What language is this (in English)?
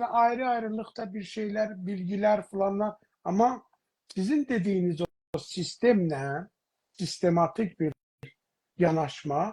South Azerbaijani